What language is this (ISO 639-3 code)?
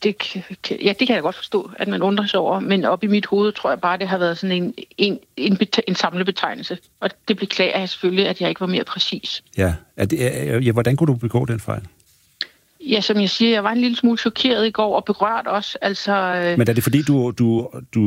dan